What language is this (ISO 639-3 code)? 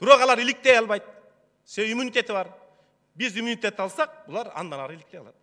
kir